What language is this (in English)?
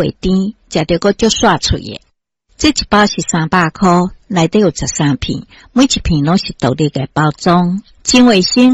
Min Nan Chinese